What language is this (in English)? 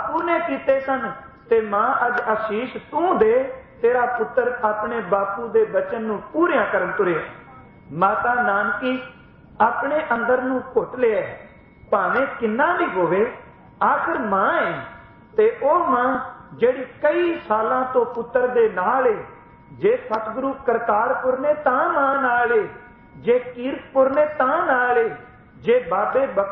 Punjabi